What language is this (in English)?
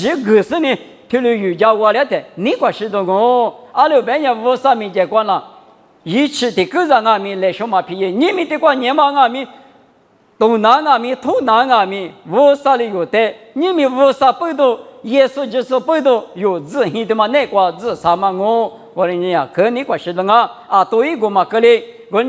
Lisu